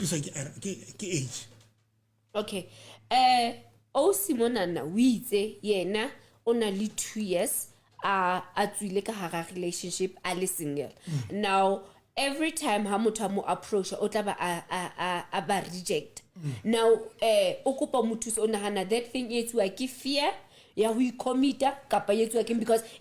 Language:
Southern Sotho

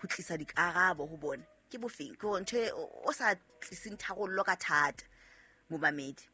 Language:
Southern Sotho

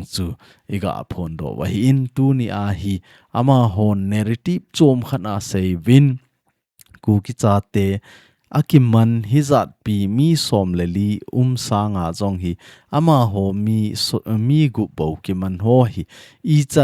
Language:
Thado Chin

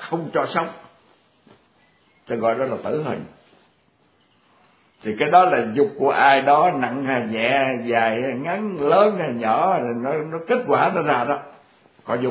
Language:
Vietnamese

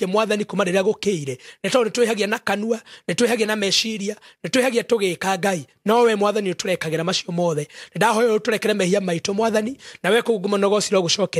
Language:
Kikuyu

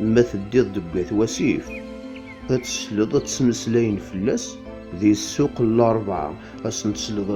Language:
Kabyle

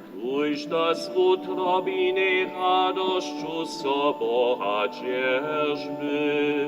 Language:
Upper Sorbian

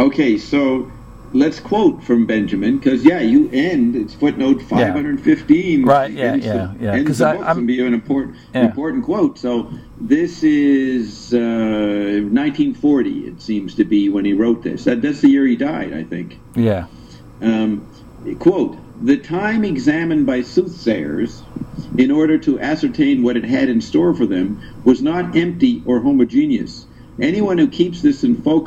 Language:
English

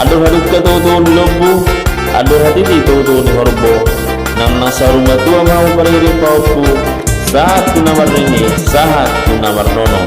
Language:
Batak Toba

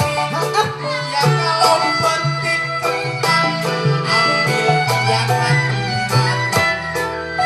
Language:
Betawi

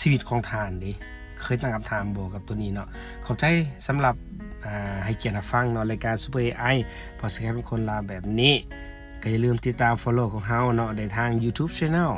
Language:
Lao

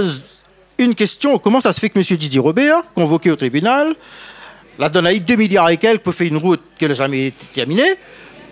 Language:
Réunion Creole French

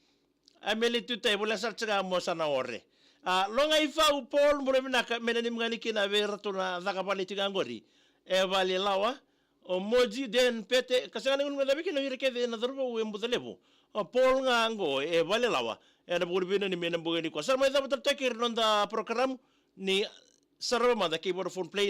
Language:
Fijian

